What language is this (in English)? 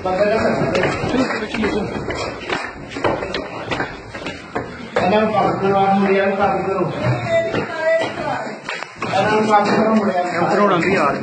Punjabi